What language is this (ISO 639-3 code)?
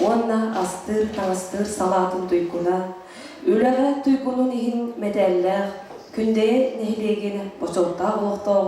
sah